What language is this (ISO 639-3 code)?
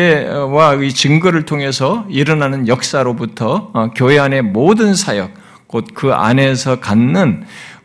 kor